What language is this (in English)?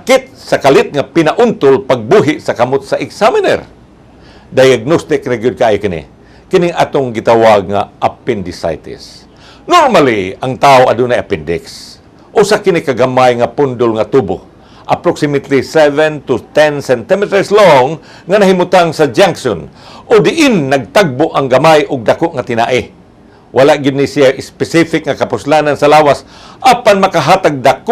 Cebuano